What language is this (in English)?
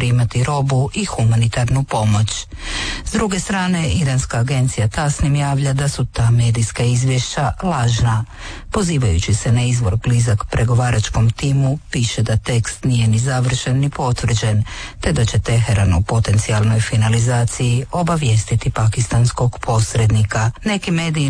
Croatian